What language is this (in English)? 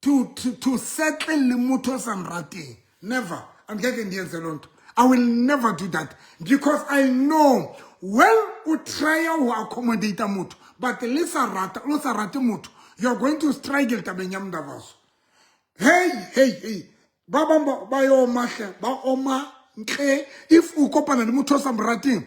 Southern Sotho